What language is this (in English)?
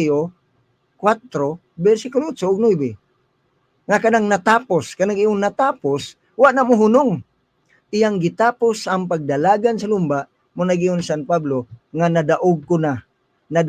Cebuano